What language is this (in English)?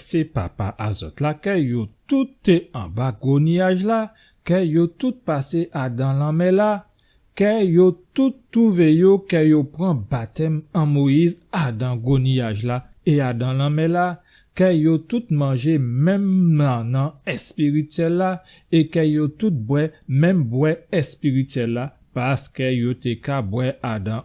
Guadeloupean Creole French